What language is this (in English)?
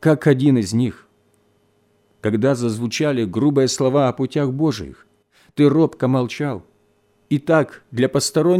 Russian